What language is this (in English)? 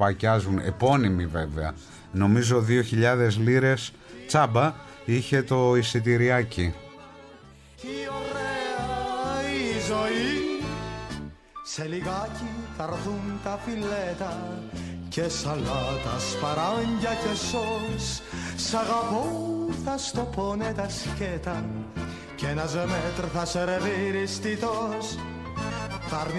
Greek